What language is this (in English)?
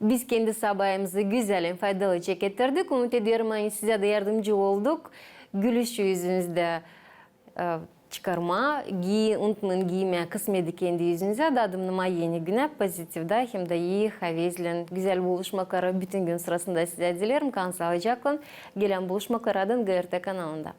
Gagauz